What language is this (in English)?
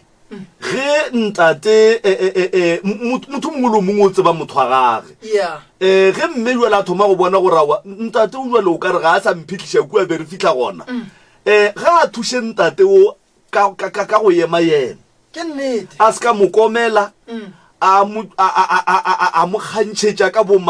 Northern Sotho